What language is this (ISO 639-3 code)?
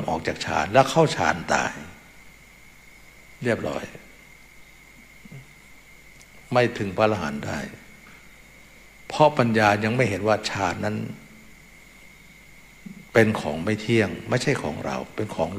tha